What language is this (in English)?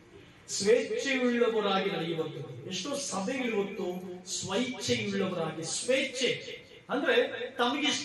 Kannada